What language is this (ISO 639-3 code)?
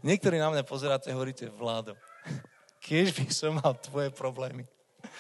slk